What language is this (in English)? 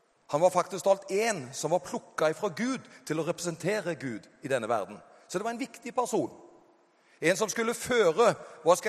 Norwegian